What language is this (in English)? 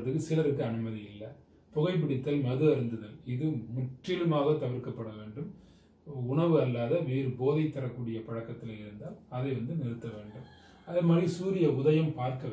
Tamil